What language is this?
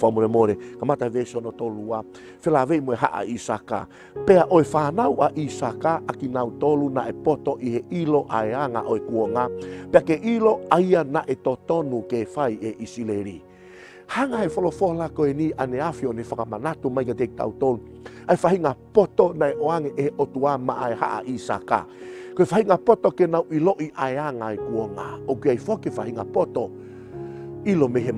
Tongan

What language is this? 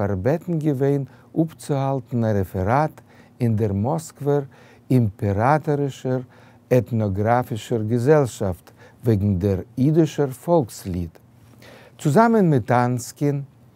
Yiddish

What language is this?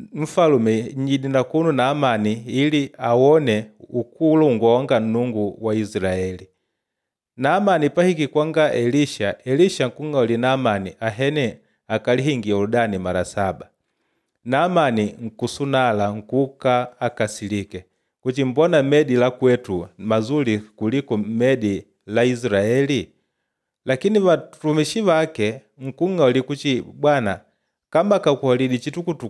Makonde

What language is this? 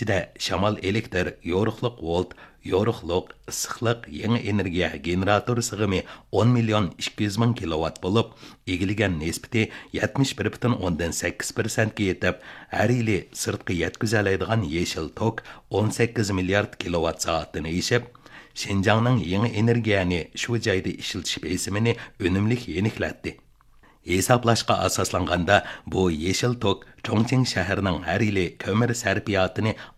Uyghur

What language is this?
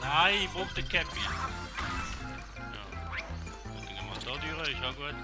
Swiss German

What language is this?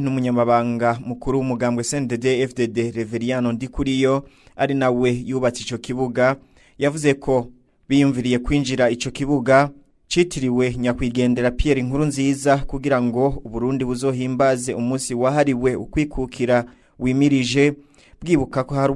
Rundi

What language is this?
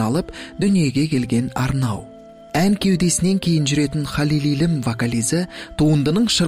Kazakh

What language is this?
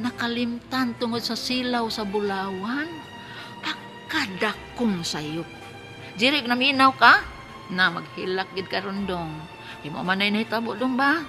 Cebuano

